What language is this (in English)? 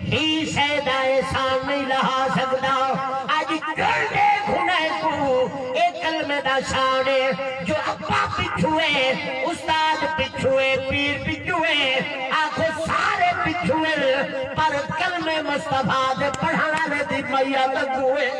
Saraiki